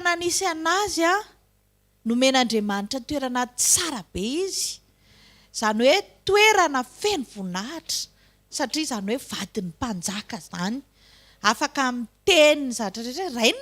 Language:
Malagasy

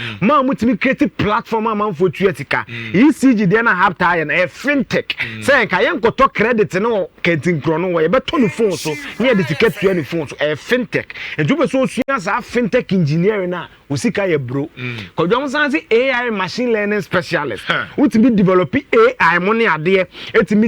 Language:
Akan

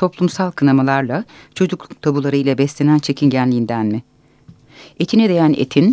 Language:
Turkish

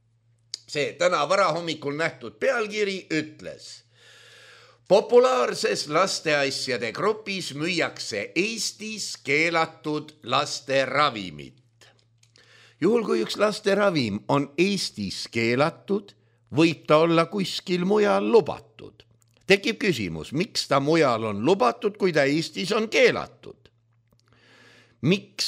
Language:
Estonian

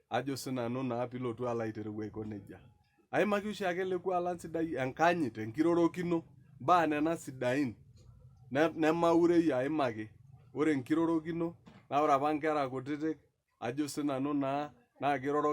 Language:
Masai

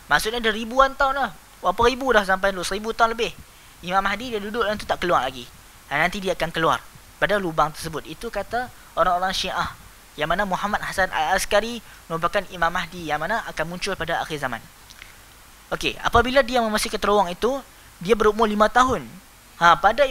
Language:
Malay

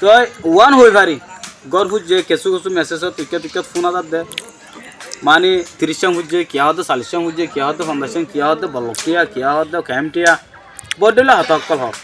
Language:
Rohingya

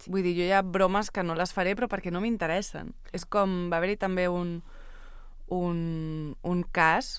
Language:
Catalan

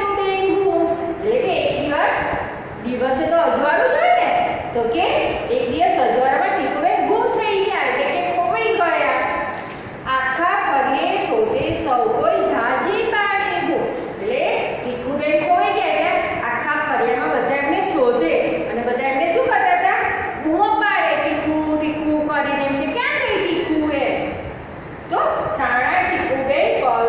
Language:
Gujarati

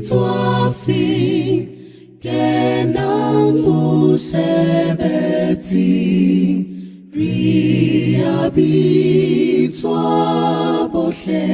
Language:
Southern Sotho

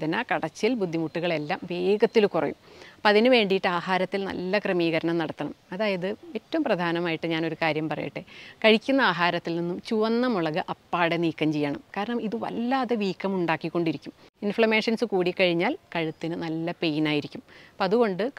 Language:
Malayalam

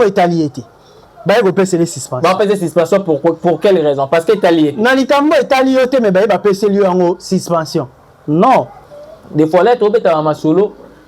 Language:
Lingala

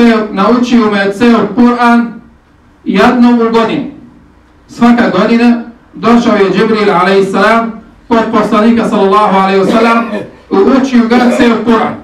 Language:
Bosnian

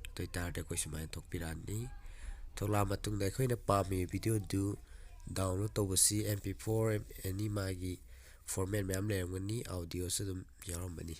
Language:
Manipuri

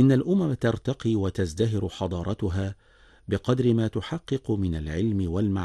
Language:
Arabic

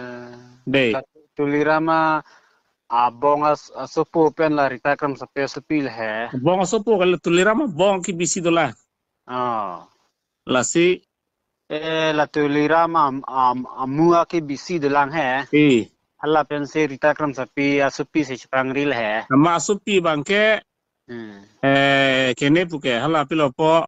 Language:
Karbi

